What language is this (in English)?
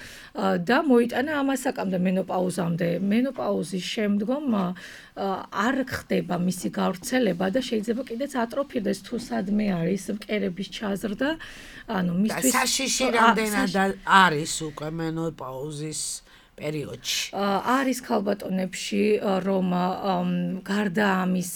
Georgian